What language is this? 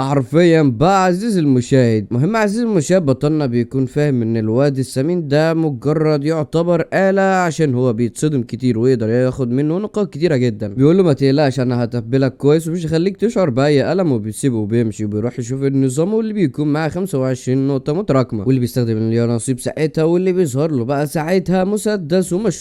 Egyptian Arabic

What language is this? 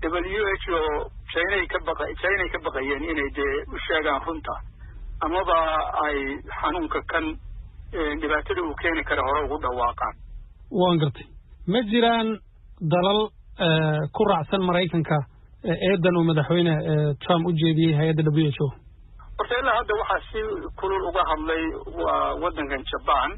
Somali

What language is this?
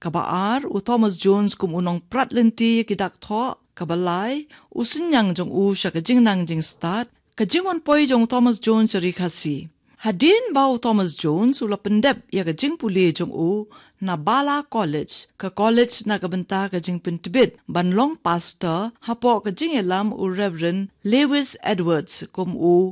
Khasi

